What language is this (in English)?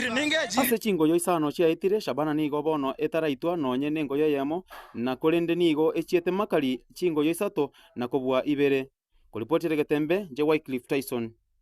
Gusii